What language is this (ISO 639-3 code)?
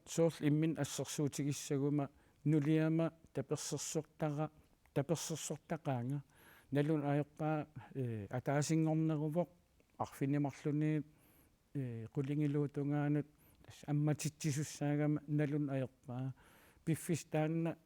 kal